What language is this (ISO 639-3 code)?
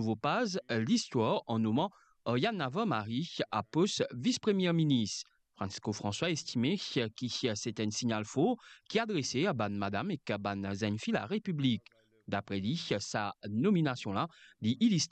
mfe